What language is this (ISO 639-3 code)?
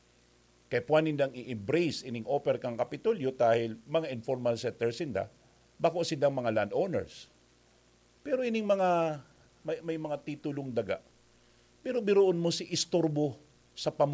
bik